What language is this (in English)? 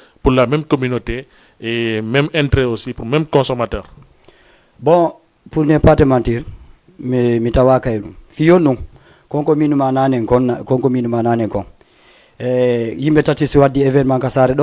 Fula